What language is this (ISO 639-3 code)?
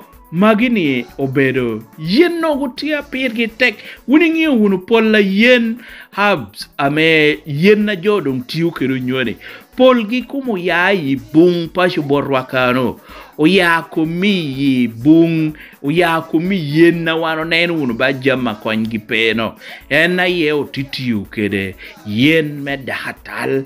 laj